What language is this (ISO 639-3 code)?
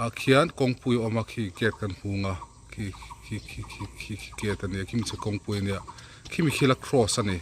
lus